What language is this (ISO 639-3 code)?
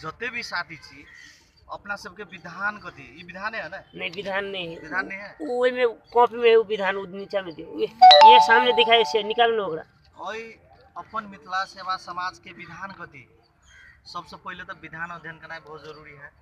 mai